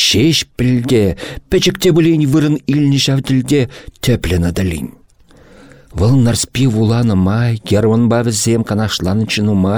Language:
Chuvash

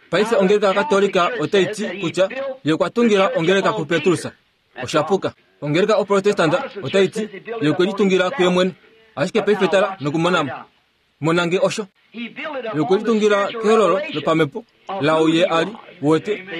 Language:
Kuanyama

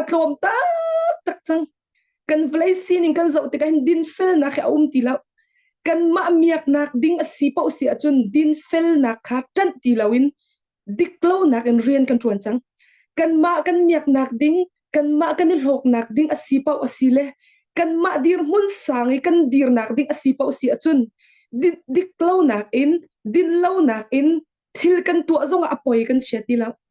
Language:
Hakha Chin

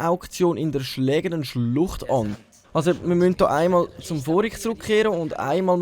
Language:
Swiss German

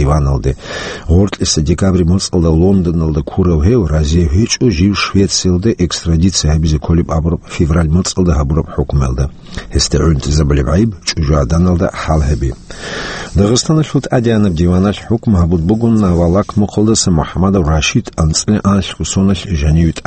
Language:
Avaric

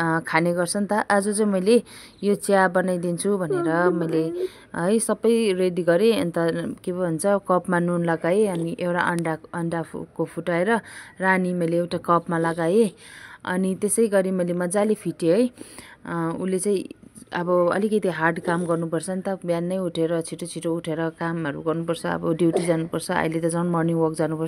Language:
Nepali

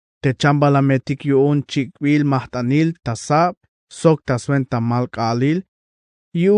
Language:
Tzeltal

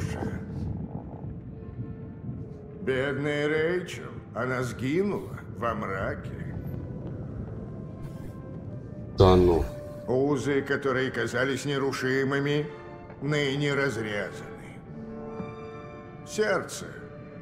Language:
Russian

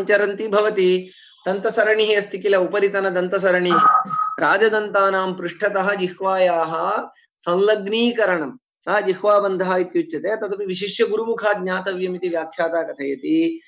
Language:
Sanskrit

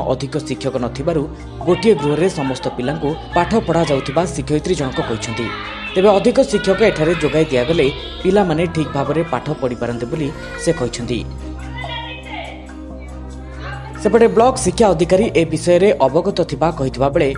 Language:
Odia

